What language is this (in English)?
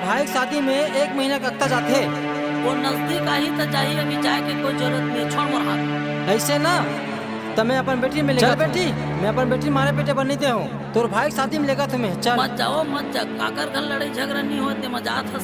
Chhattisgarhi